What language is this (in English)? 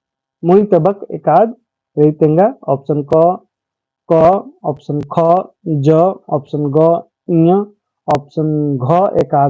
Kurukh